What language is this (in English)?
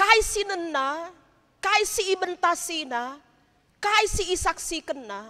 Batak Karo